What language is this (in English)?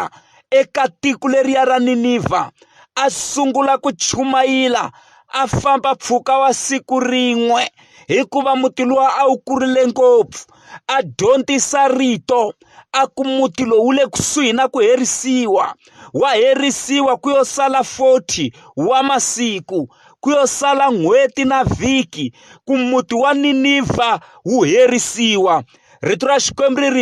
Tsonga